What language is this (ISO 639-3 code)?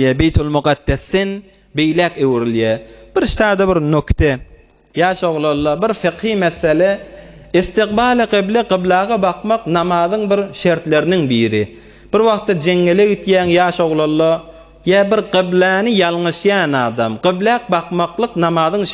tuk